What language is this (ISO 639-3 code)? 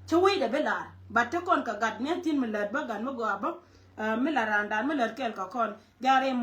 nus